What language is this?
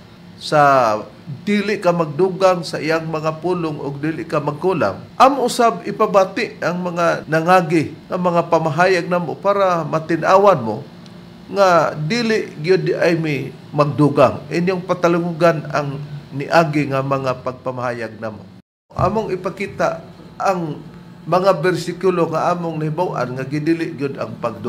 Cebuano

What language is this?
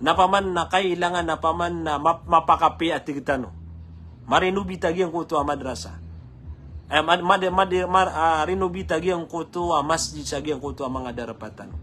Maranao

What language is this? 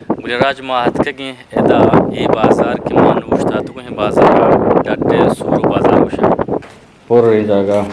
Eastern Balochi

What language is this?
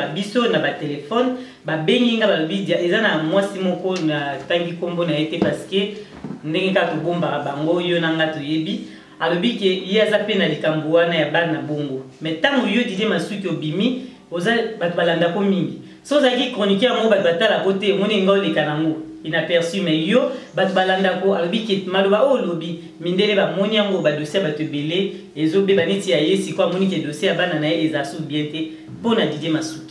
Lingala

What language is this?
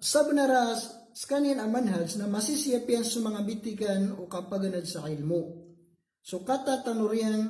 Maranao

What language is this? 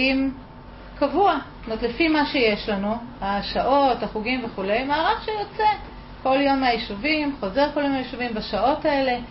Hebrew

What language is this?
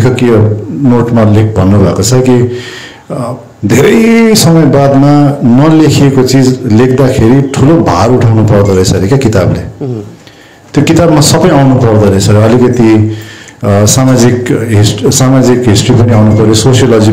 Nepali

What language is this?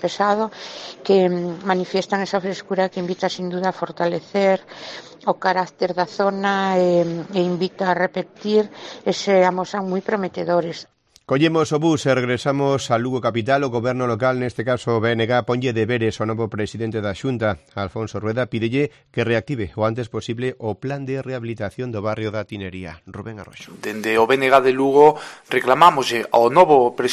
Galician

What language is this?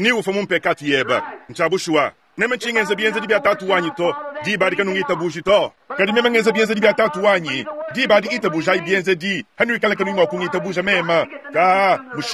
Luba-Lulua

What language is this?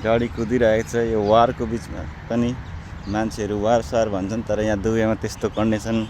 Nepali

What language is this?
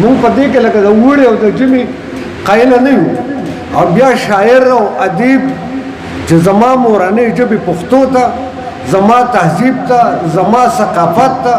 Pashto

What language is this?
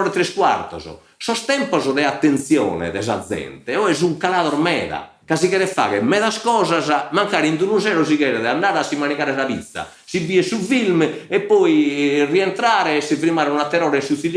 Sardinian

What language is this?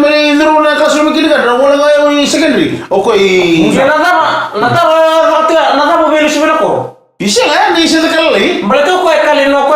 Fijian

